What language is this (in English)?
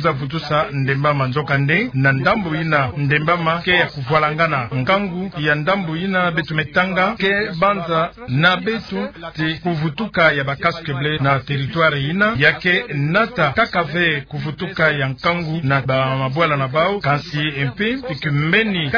Kituba (Democratic Republic of Congo)